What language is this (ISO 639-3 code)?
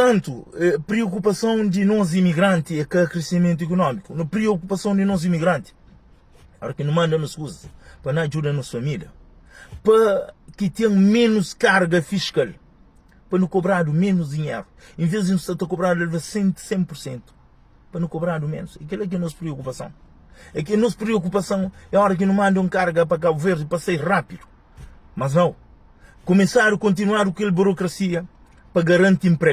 kea